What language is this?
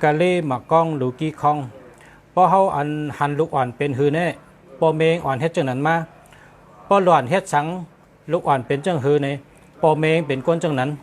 Shan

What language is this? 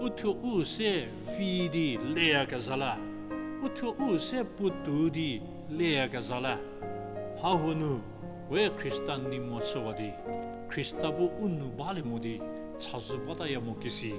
Angami Naga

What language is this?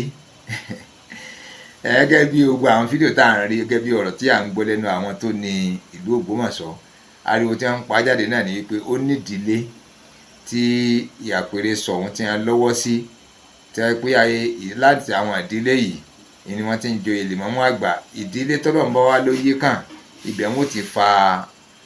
Yoruba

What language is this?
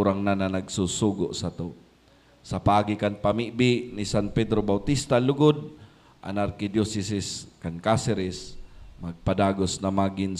Bikol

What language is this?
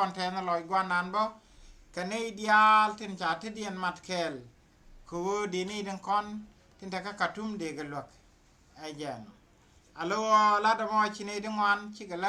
Nuer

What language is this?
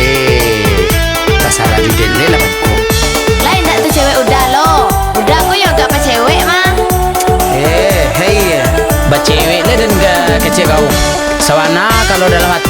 Minangkabau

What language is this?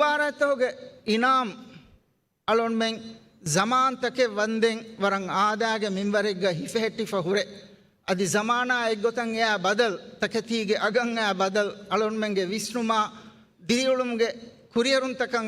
Divehi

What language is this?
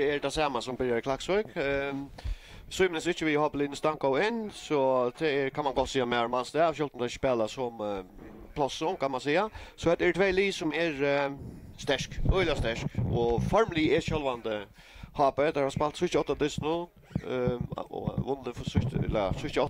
Faroese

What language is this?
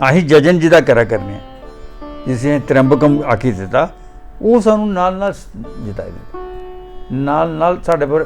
Dogri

